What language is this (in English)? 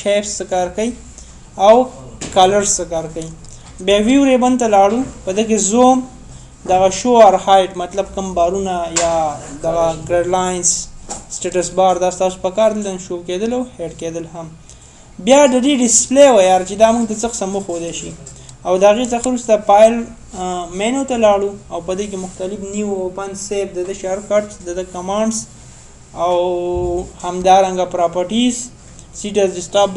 Pashto